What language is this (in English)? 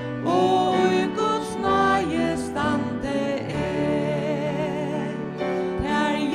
Faroese